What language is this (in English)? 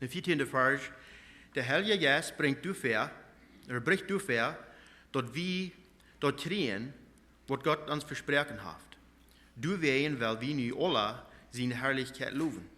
Plautdietsch